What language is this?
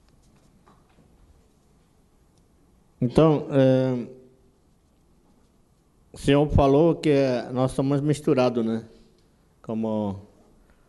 Portuguese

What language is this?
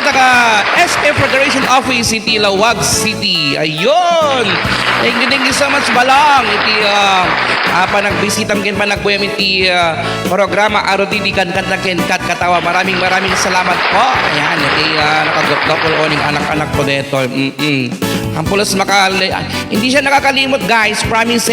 Iloko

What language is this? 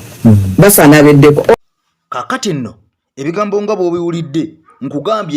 Ganda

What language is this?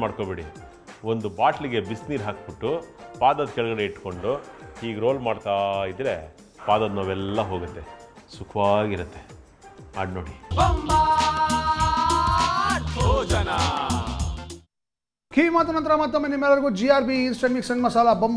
Kannada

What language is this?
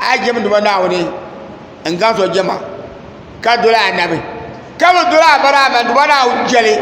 Dagbani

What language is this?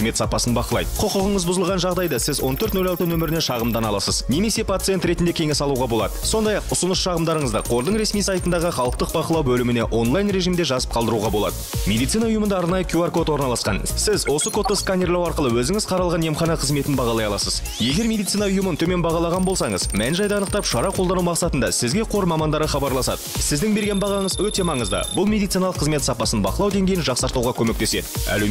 Kazakh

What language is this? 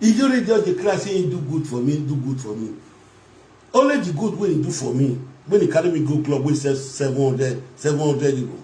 Nigerian Pidgin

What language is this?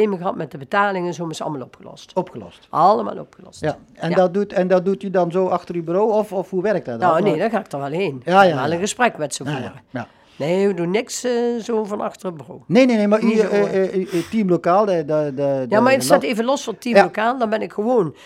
Dutch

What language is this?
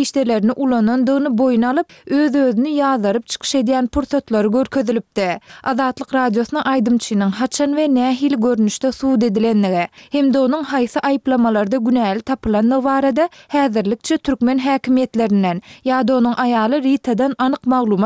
Turkmen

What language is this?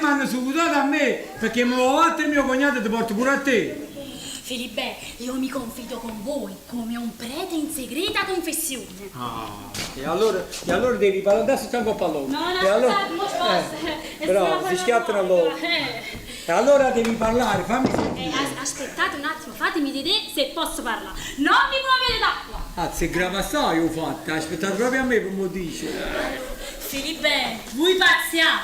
Neapolitan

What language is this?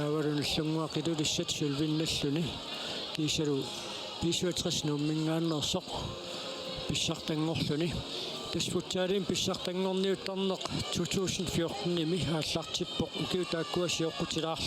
Kalaallisut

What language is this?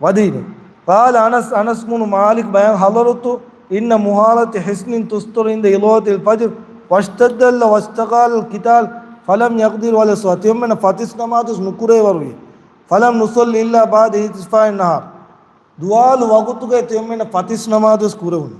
Divehi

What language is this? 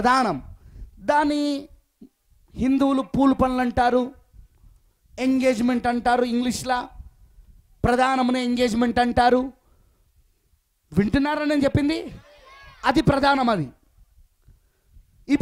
Telugu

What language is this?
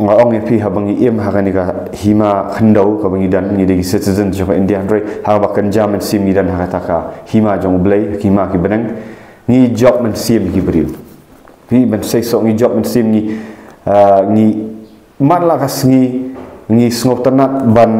Khasi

